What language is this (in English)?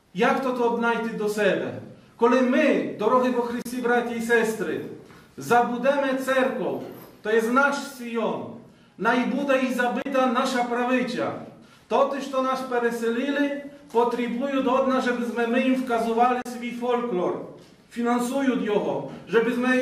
Rusyn